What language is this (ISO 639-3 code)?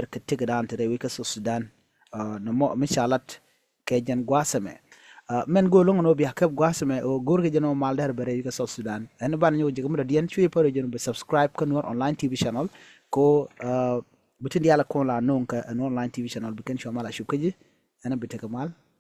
nus